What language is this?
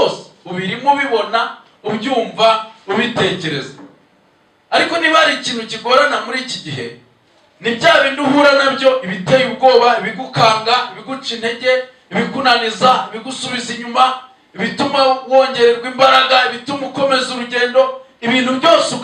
Kinyarwanda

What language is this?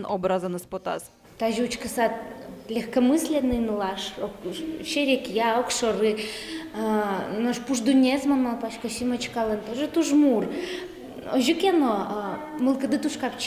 Udmurt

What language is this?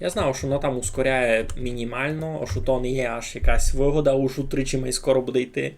Rusyn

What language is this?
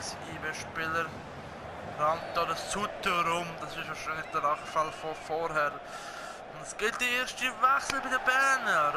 Swiss German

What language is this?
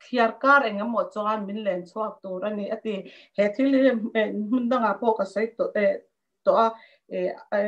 Mizo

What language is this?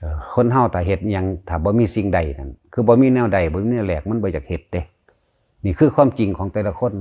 Lao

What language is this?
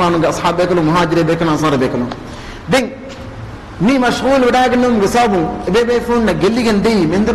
Divehi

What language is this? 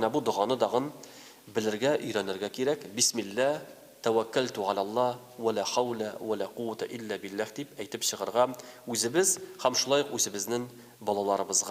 Tatar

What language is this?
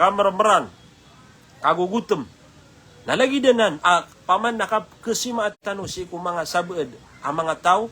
Maranao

